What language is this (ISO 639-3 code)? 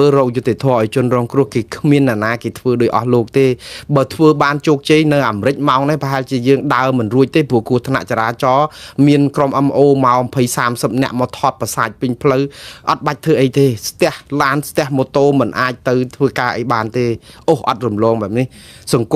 khm